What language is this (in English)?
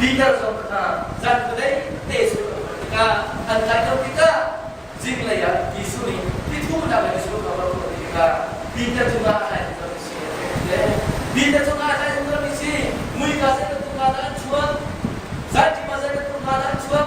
Hakha Chin